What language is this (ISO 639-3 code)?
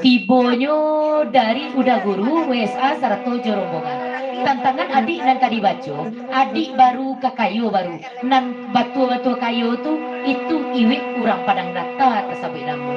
min